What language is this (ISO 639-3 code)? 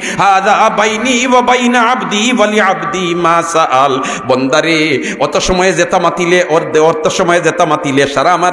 syl